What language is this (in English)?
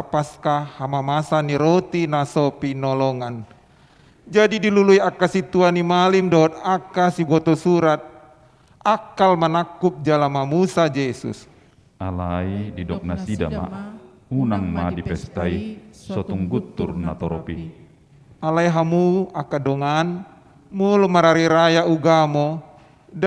Batak Toba